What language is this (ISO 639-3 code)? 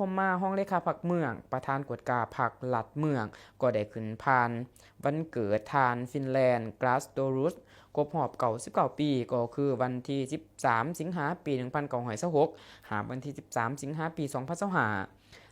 lao